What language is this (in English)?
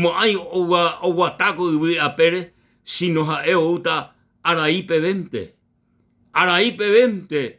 Guarani